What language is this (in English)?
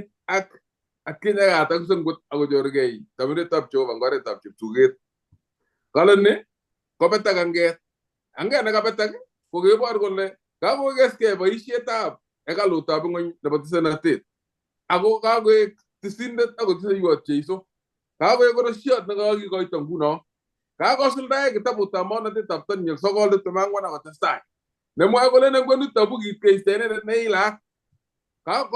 Kalenjin